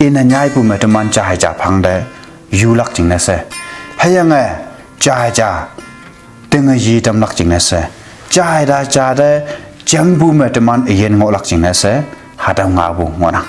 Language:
Konyak Naga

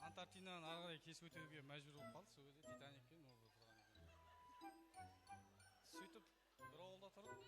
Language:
Kara-Kalpak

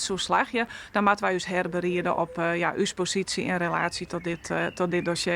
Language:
Western Frisian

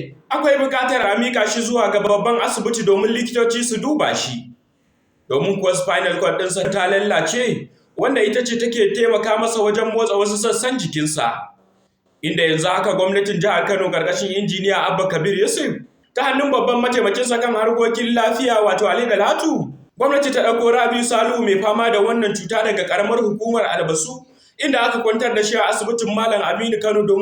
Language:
Hausa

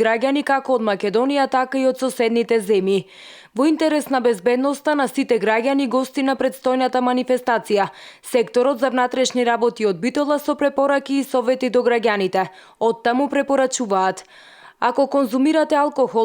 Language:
Macedonian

